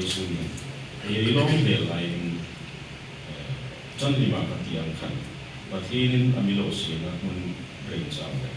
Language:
Hmar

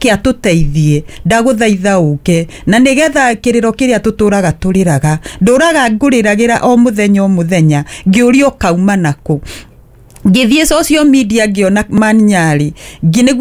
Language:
Kikuyu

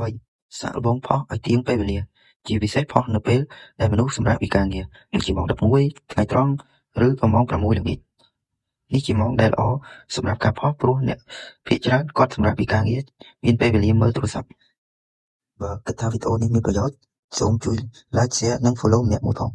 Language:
Khmer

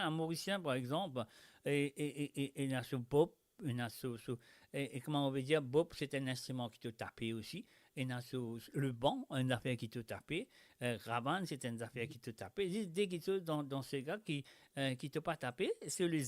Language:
Morisyen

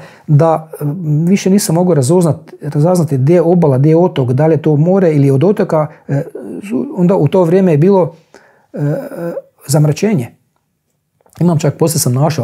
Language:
Croatian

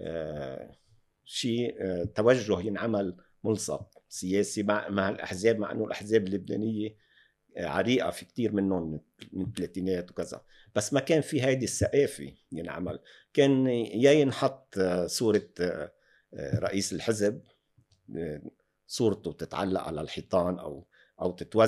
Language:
North Levantine Arabic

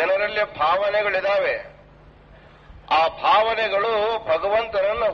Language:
Kannada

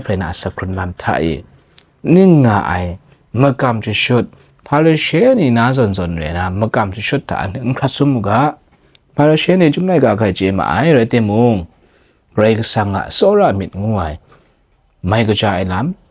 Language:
Kachin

